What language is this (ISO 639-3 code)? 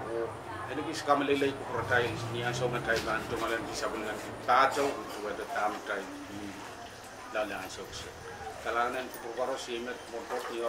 pon